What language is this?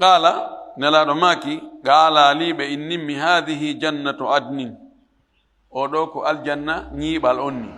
Fula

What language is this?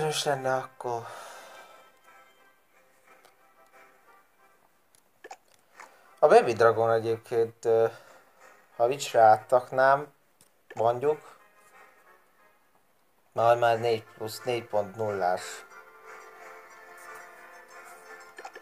Hungarian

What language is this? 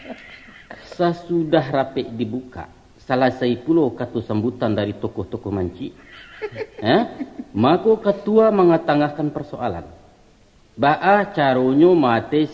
Minangkabau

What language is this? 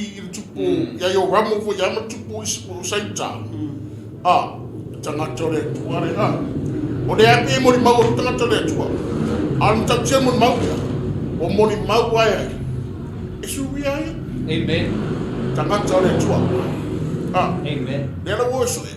Samoan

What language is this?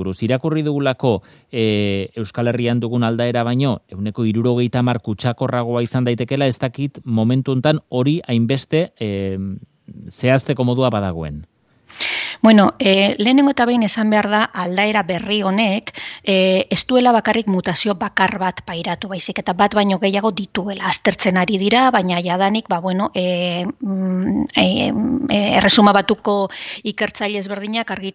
Basque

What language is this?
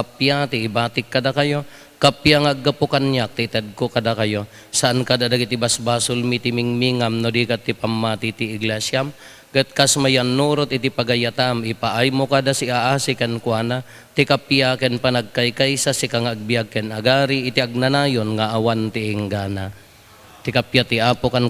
Iloko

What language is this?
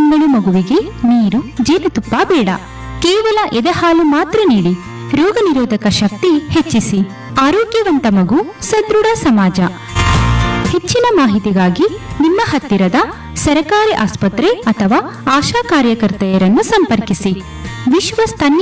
Kannada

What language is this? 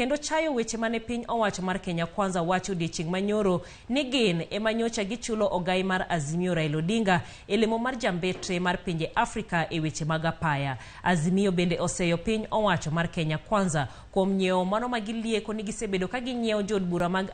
Luo (Kenya and Tanzania)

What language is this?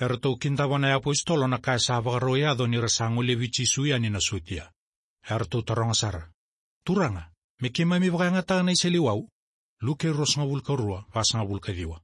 Fijian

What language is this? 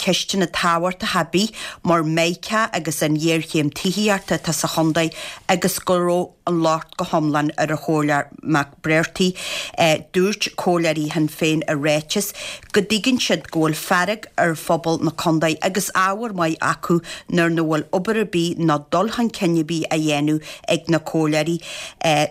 Irish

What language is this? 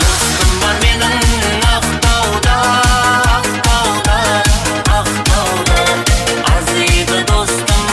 Kara-Kalpak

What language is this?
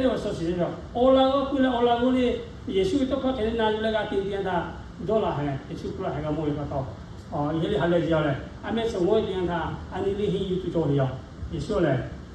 Lahu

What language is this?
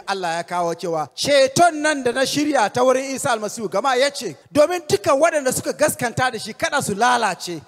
Hausa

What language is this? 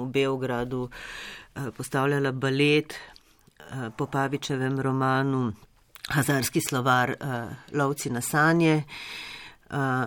Slovenian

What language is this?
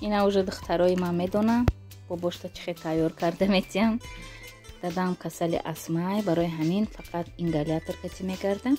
Tajik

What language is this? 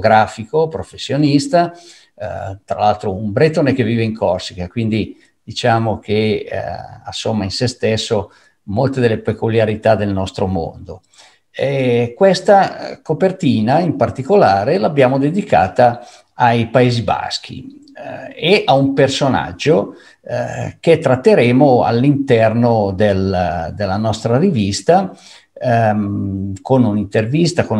Italian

